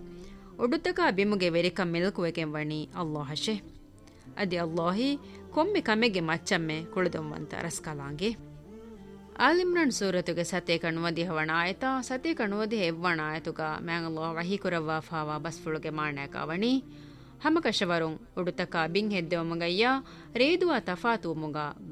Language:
Divehi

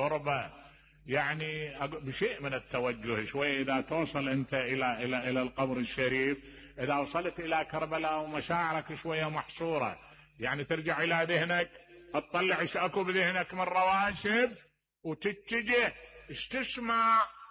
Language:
Mesopotamian Arabic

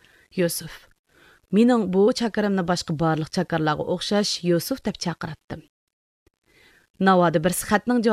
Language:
Uyghur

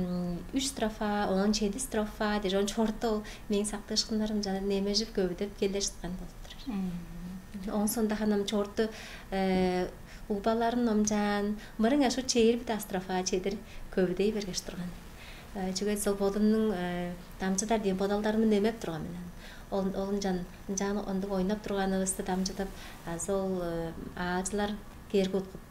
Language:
Tuvinian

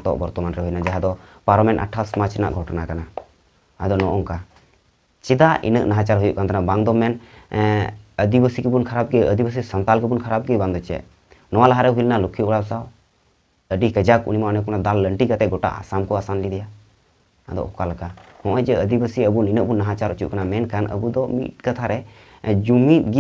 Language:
Santali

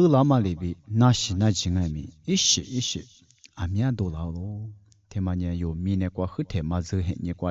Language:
Lisu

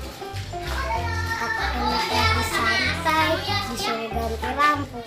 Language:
Betawi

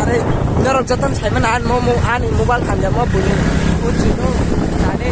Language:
Kok Borok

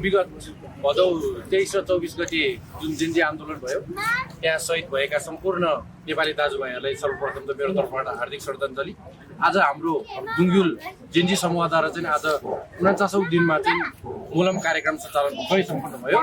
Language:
Nepali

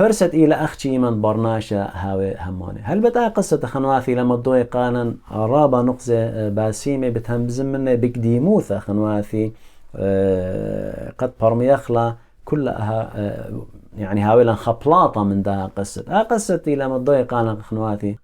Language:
Assyrian Neo-Aramaic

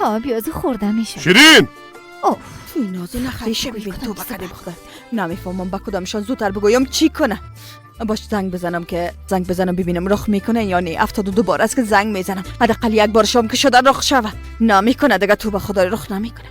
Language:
Persian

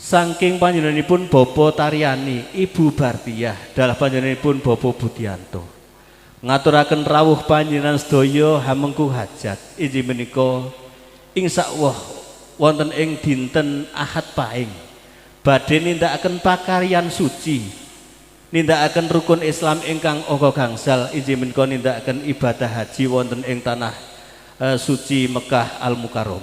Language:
Javanese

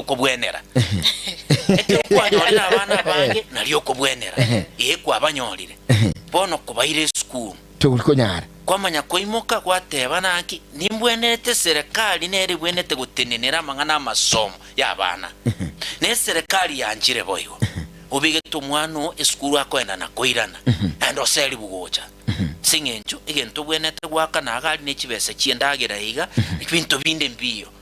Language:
Gusii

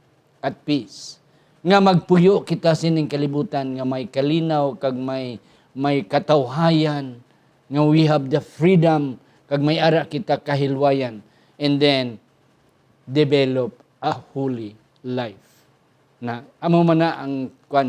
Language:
Hiligaynon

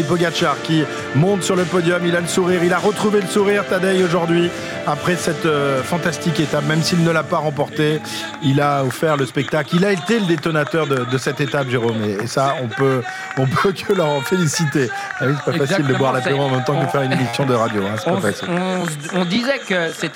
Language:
French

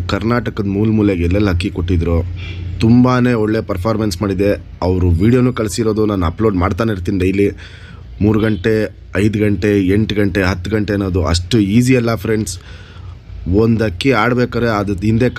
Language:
Kannada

